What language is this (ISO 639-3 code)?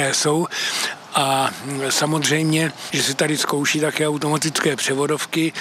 ces